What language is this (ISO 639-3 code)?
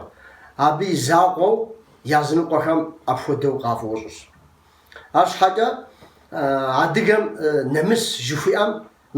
kbd